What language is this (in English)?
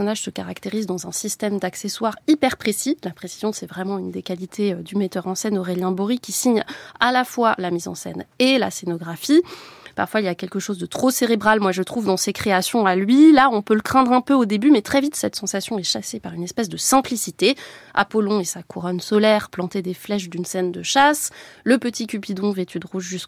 French